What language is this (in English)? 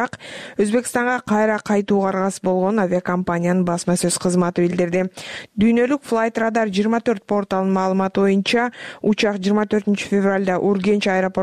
Kyrgyz